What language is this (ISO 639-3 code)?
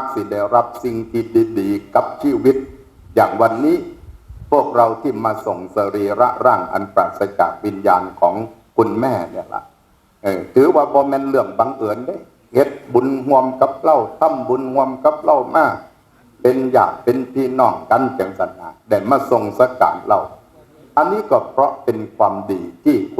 tts